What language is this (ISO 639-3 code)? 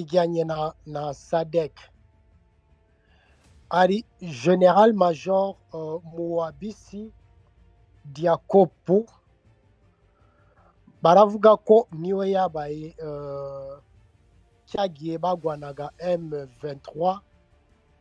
kin